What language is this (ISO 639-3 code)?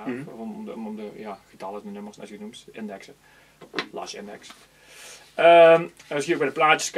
nld